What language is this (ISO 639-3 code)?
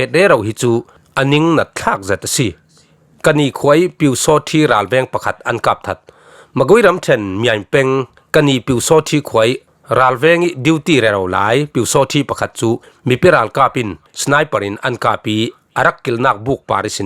cfm